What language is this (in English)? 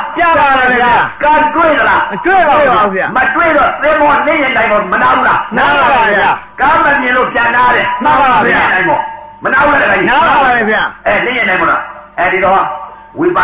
Burmese